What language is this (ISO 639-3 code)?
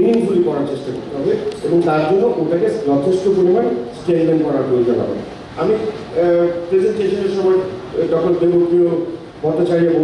ben